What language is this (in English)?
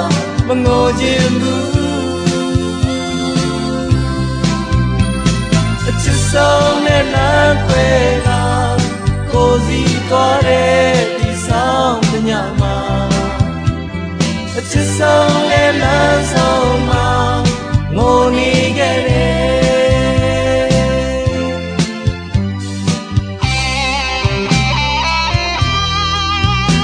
Burmese